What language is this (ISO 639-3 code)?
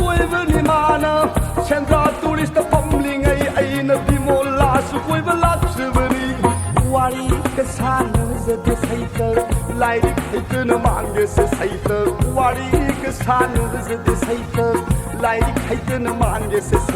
mni